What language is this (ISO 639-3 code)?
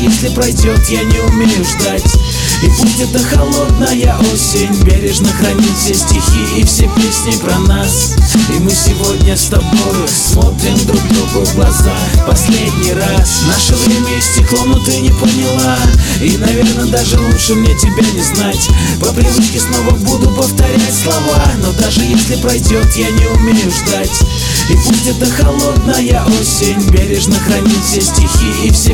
rus